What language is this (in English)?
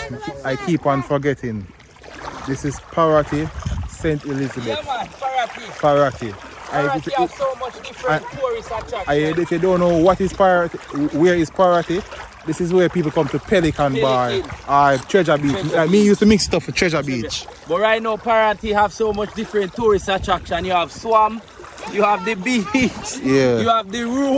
Jamaican Creole English